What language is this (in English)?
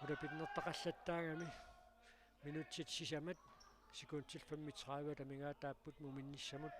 Kalaallisut